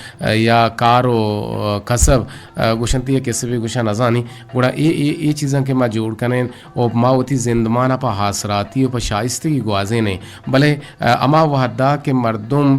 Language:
Eastern Balochi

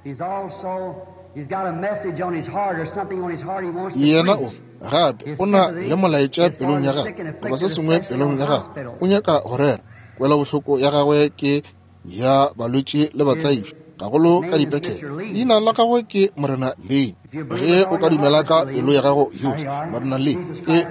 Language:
Northern Sotho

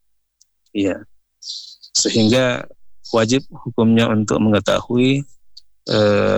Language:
Indonesian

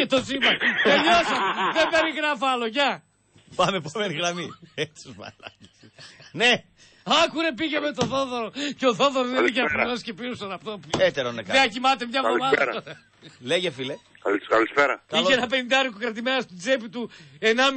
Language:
Greek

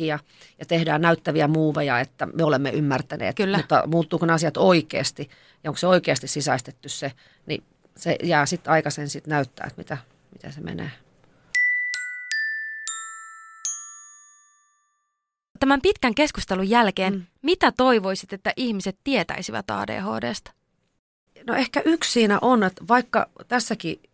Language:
Finnish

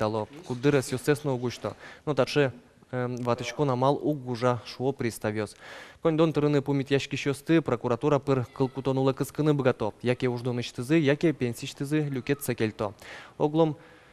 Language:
Udmurt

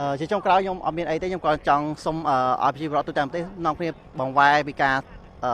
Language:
Khmer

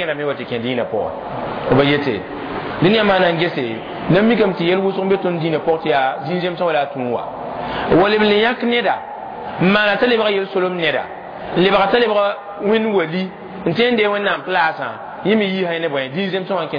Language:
Mossi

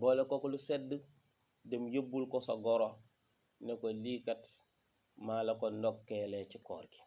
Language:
Wolof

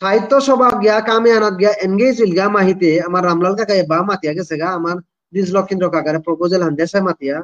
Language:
Bishnupriya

